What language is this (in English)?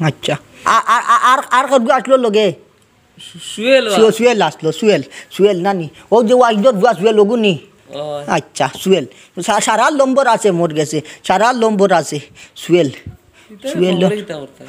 Sylheti